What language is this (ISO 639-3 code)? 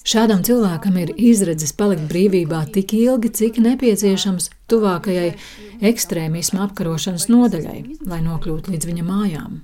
lav